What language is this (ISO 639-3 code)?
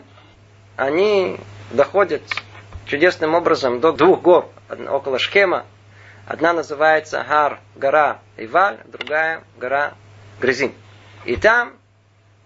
rus